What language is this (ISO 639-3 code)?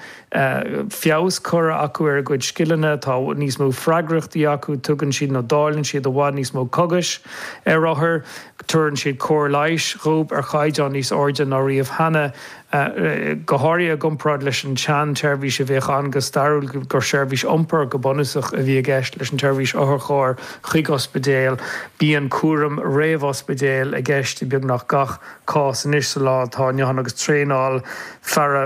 gle